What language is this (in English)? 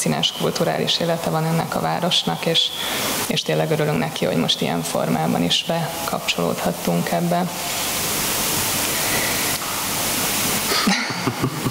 Hungarian